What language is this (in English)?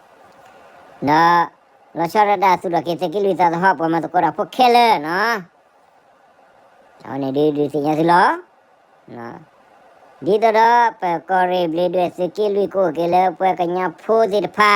S'gaw Karen